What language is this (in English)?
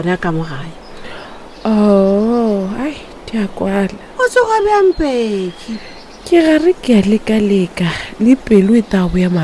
Northern Sotho